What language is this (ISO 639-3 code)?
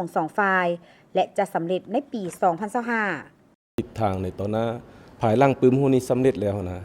lao